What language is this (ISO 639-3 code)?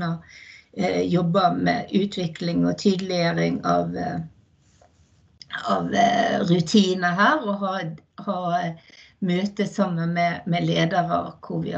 nor